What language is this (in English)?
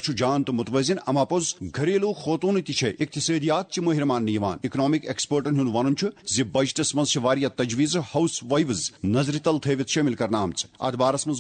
Kashmiri